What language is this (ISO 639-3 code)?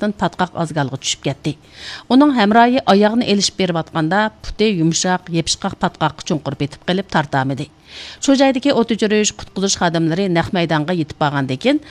uig